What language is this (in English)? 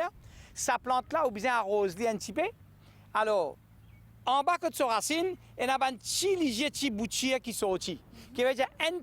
Morisyen